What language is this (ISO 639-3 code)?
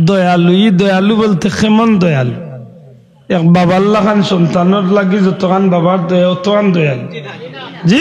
syl